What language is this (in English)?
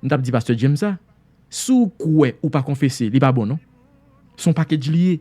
Haitian Creole